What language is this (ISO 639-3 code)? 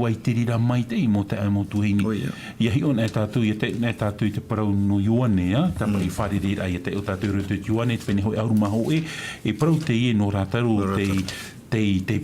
tah